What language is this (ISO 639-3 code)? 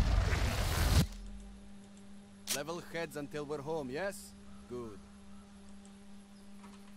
fil